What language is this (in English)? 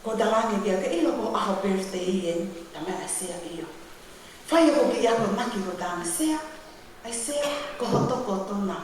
Tongan